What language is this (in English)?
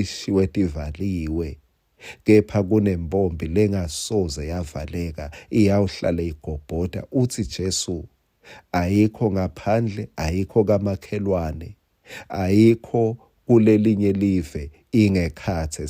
Swati